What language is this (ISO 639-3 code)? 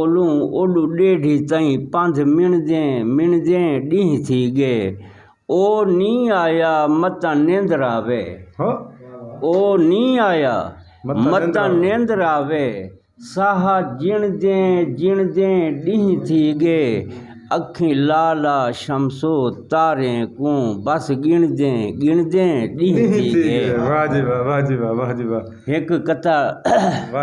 skr